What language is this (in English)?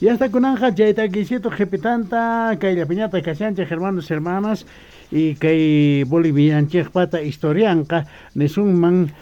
South Bolivian Quechua